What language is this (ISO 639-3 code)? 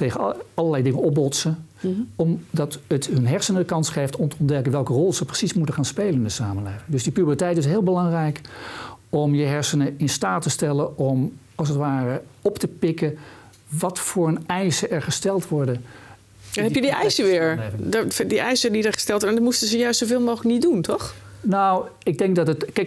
nld